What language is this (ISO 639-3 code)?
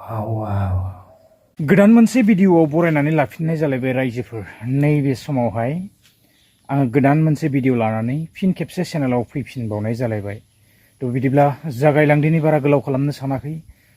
brx